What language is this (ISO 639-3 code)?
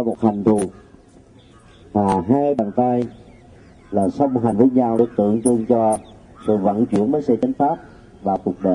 vie